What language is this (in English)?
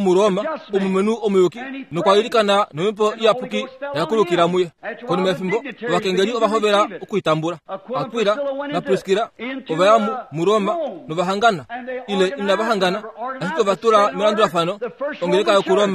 Kuanyama